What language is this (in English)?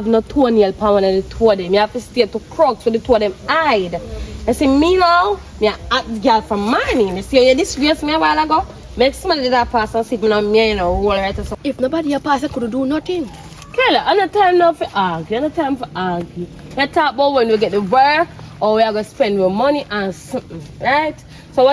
Jamaican Creole English